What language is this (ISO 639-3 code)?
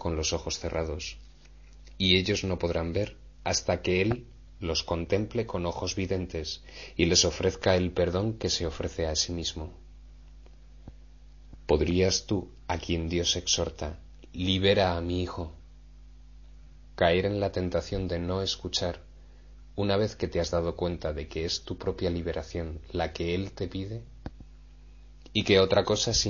spa